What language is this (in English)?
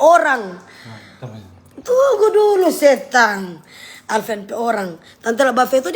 Manado Malay